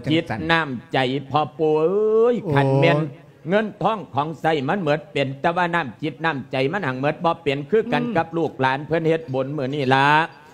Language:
Lao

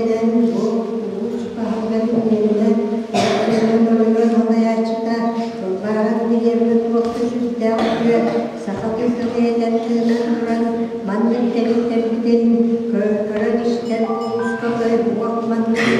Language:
Yakut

